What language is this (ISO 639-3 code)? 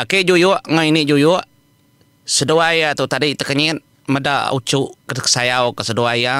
iba